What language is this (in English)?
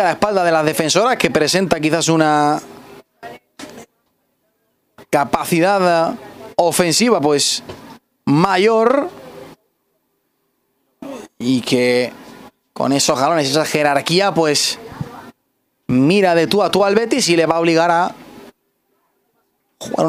Spanish